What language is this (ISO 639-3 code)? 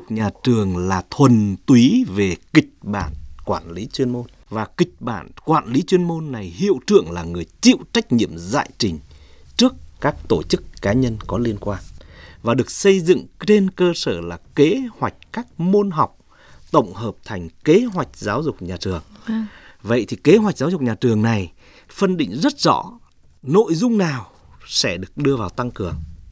vie